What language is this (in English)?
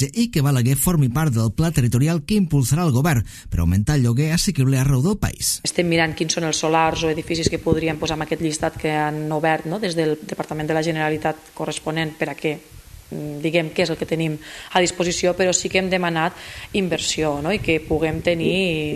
Catalan